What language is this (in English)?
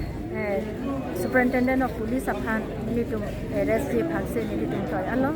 Karbi